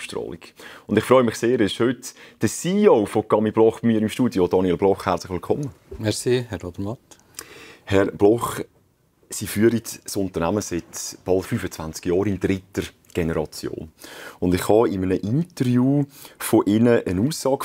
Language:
German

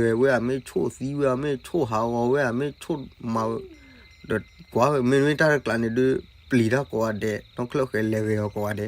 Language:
S'gaw Karen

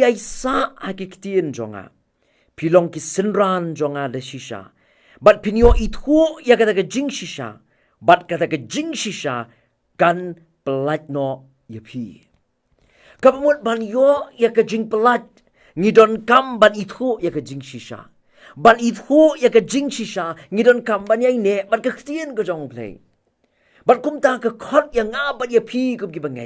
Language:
Khasi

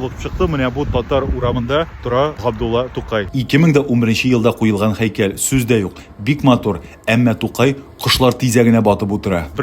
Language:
Tatar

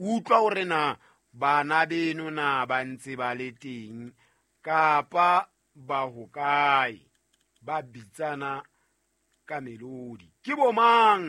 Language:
Southern Sotho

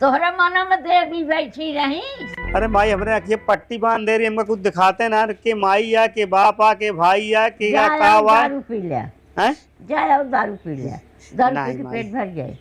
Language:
Awadhi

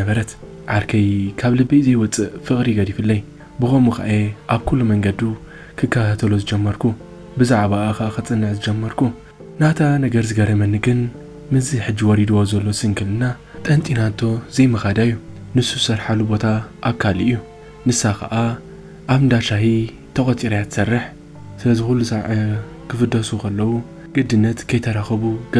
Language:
Tigrinya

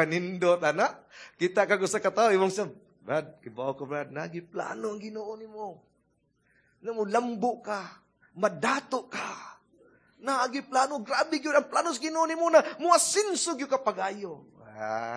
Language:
Cebuano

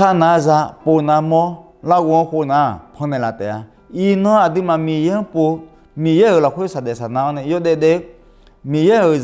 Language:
Akha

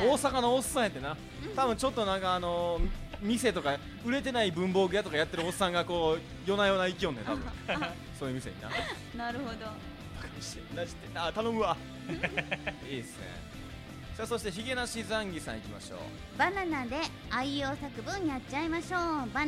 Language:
Japanese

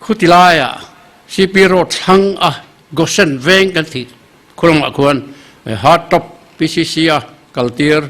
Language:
Mizo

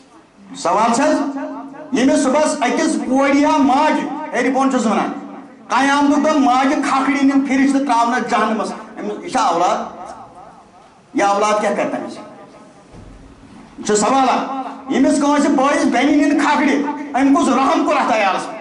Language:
Kashmiri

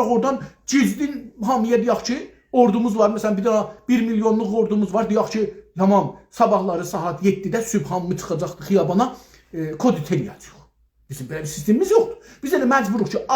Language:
South Azerbaijani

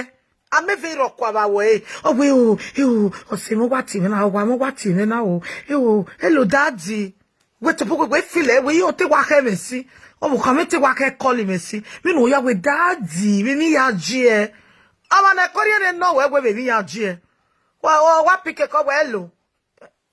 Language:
Nigerian Pidgin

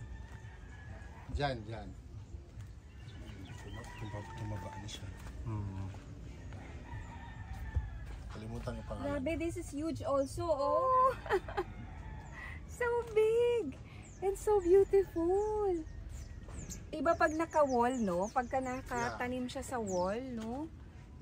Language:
Filipino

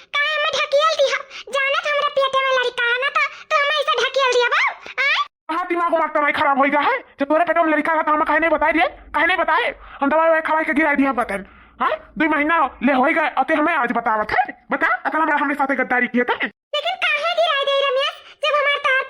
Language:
Awadhi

